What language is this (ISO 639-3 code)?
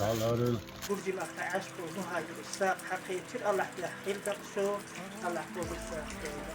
che